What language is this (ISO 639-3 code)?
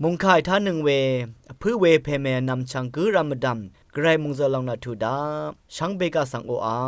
raw